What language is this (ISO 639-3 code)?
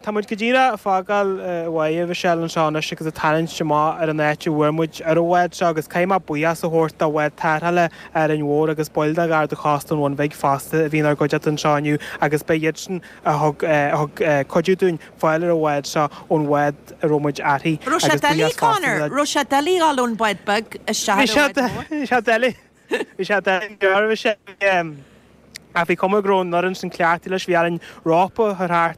gle